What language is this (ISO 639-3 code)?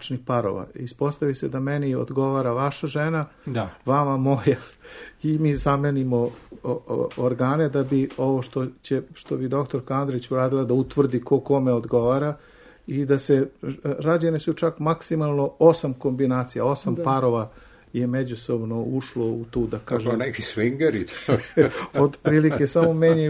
srp